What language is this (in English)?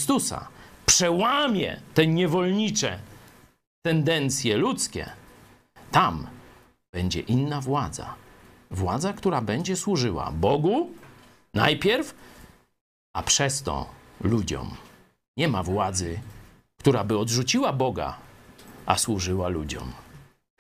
Polish